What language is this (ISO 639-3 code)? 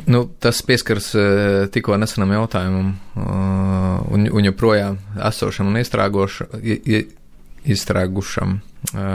lav